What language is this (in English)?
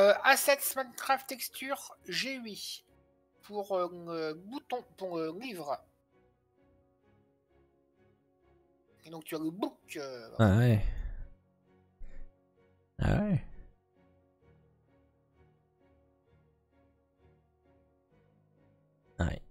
French